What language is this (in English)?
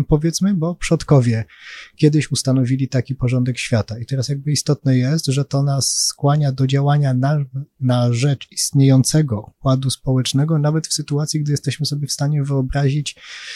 Polish